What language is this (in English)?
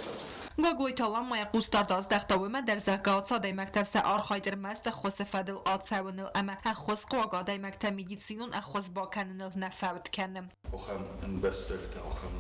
Ossetic